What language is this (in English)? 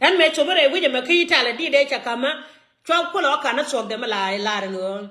Nuer